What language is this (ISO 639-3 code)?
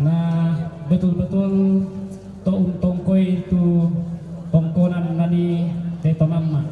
sda